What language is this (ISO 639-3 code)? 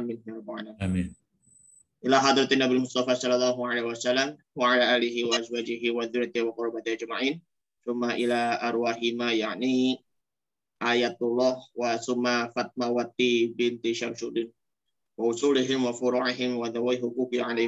ind